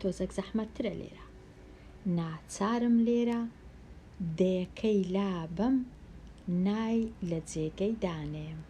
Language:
Central Kurdish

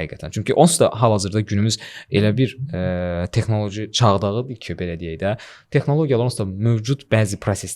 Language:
Azerbaijani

